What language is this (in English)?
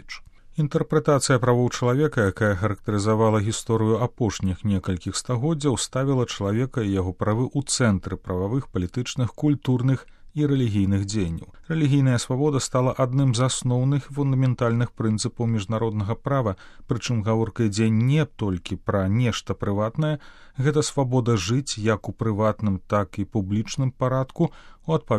Belarusian